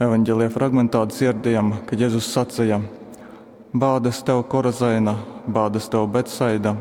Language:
Latgalian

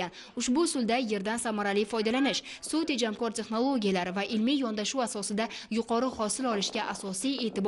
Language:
Uzbek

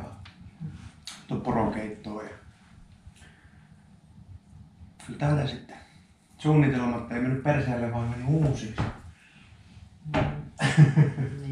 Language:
Finnish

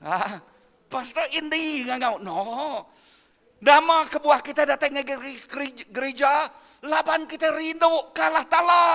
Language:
Iban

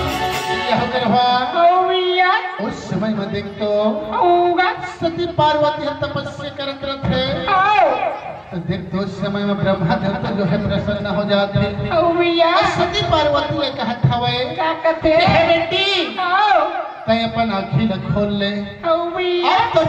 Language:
Chhattisgarhi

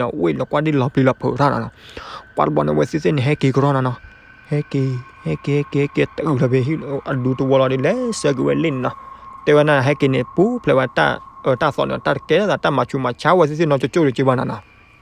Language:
S'gaw Karen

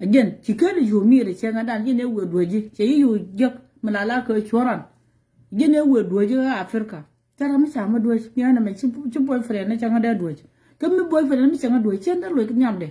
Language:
Nuer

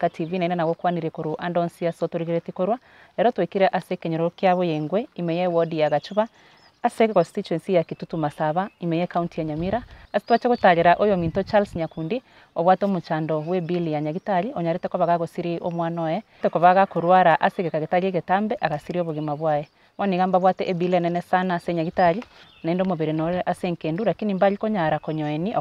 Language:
Gusii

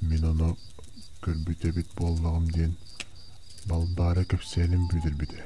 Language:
Yakut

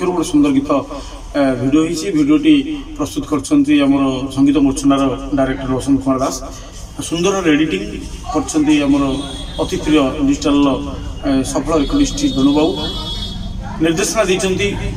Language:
Odia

